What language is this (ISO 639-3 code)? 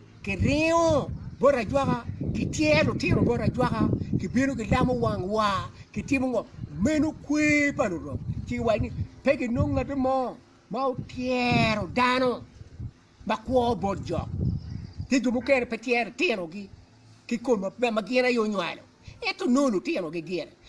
ach